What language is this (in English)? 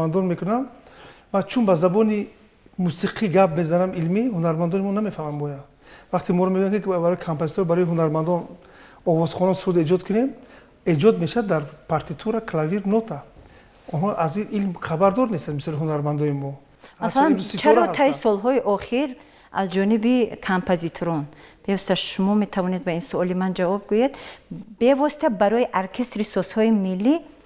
Tajik